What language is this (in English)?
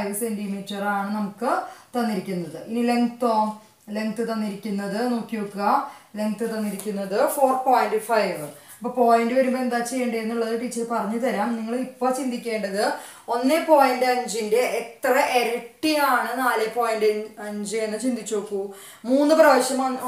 Malayalam